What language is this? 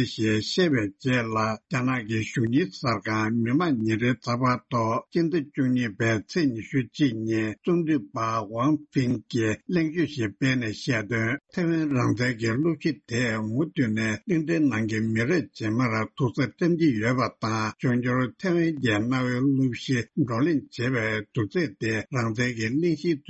Tibetan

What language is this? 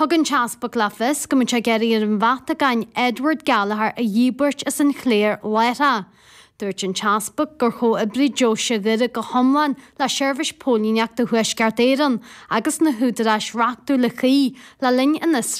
Irish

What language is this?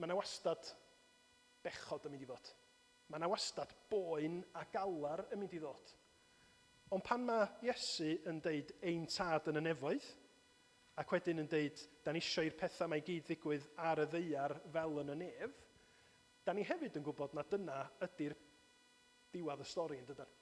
Welsh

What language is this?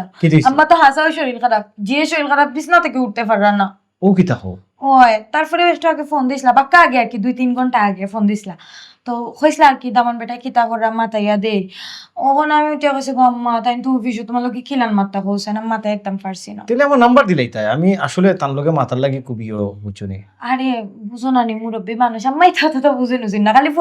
Sylheti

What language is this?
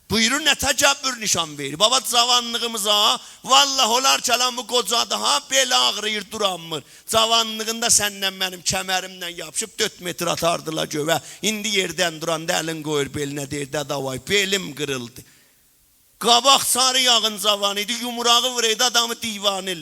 South Azerbaijani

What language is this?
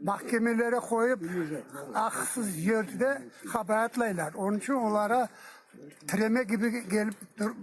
Crimean Tatar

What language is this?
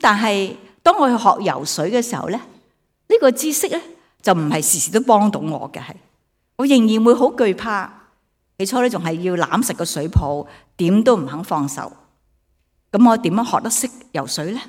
Cantonese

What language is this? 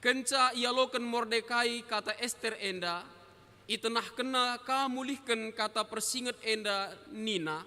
Batak Karo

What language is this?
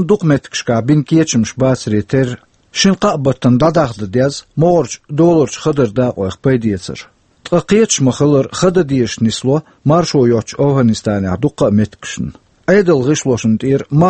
Chechen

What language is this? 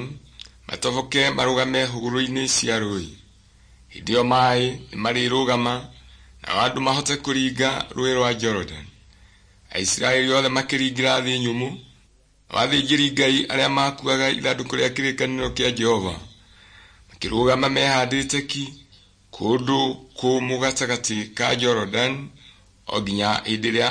Kikuyu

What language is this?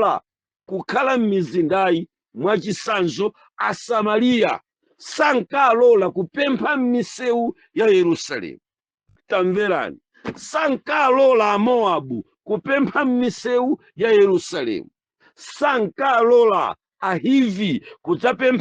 Nyanja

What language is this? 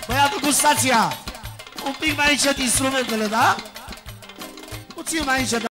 Romanian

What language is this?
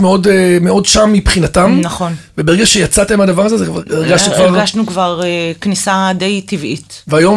Hebrew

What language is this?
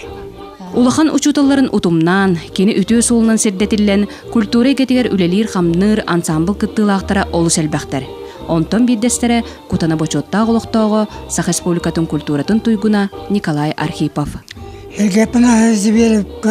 Yakut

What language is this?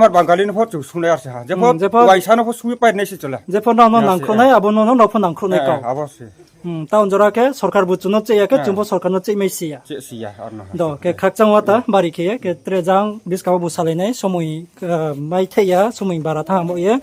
Riang (India)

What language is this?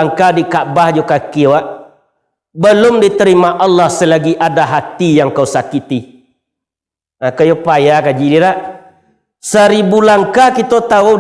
Minangkabau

